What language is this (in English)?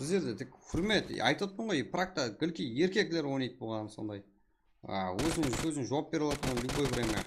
Kara-Kalpak